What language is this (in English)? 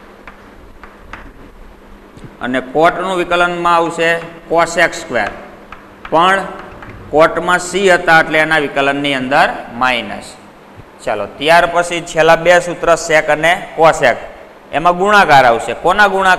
Gujarati